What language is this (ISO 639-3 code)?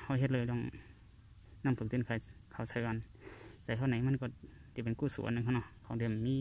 shn